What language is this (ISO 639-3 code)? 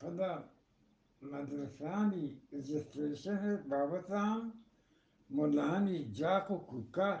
bgp